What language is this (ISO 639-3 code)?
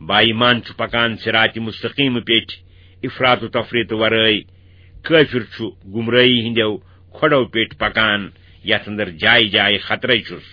kas